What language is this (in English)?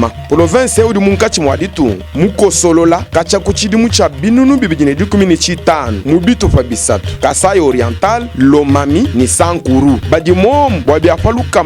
Luba-Lulua